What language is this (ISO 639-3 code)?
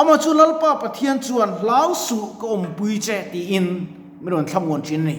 lus